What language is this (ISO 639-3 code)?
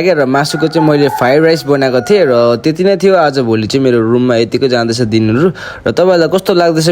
nep